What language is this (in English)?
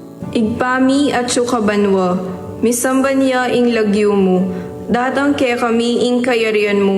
Pampanga